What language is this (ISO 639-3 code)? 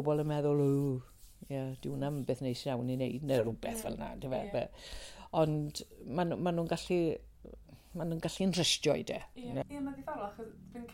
cym